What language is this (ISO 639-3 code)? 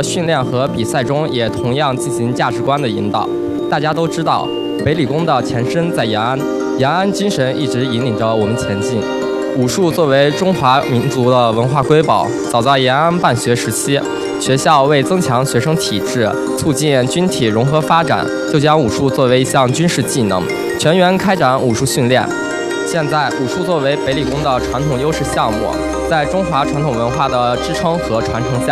zho